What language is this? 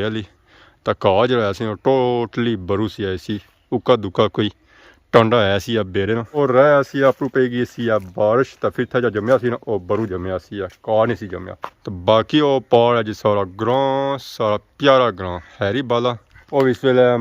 Pahari-Potwari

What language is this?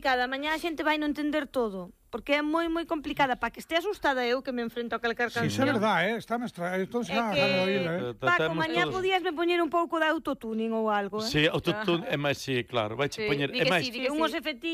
Galician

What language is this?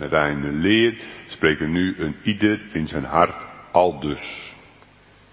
Dutch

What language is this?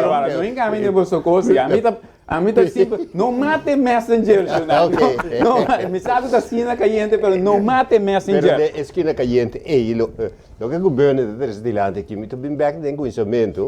Papiamento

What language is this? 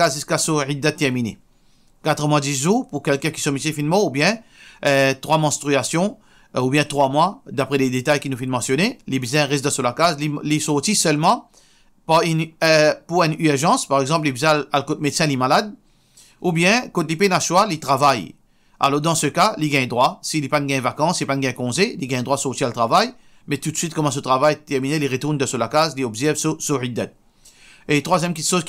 Morisyen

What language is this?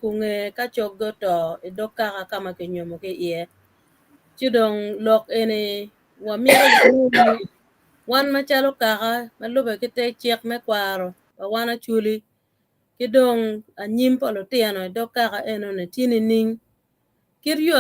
Acoli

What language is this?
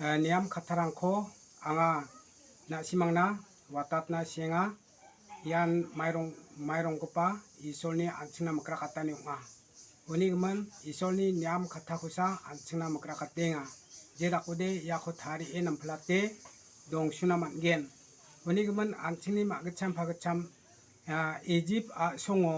Garo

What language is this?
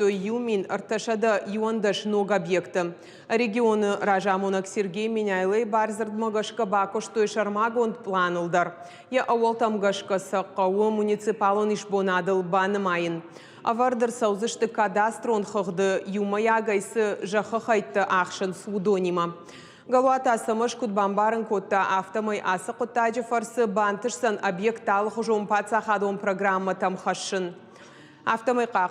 Ossetic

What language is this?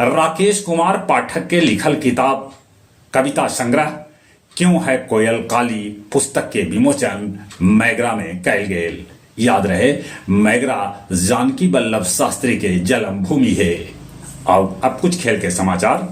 Magahi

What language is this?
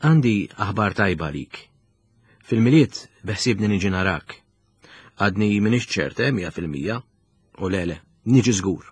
Maltese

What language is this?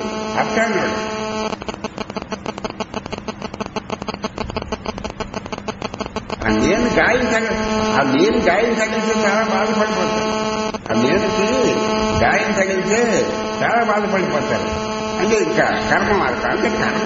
Telugu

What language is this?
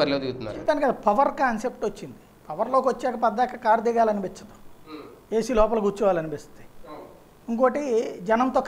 Telugu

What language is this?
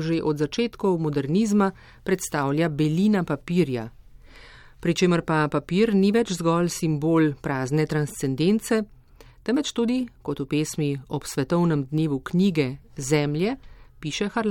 Slovenian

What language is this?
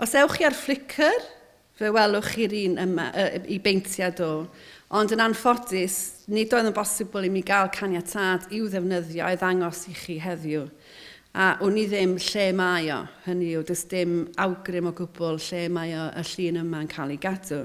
Welsh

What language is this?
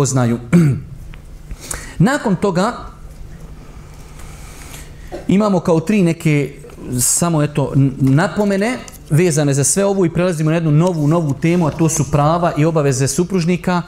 Bosnian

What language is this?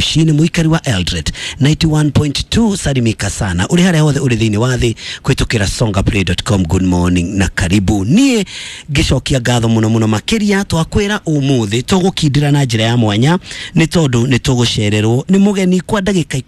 Kikuyu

